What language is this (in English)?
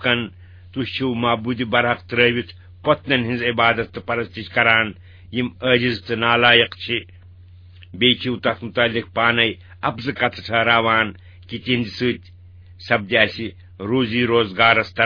Kashmiri